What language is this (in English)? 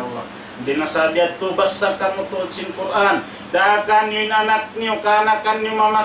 Tausug